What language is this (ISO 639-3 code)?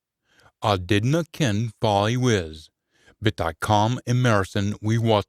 sco